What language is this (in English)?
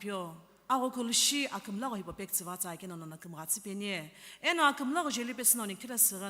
Sumi Naga